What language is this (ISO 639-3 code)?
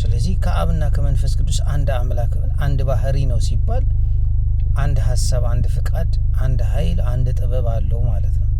amh